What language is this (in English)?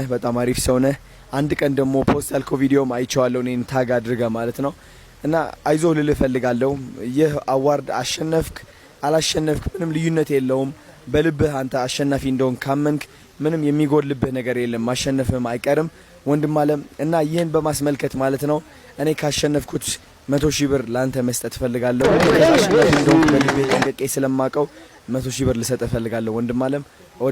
Amharic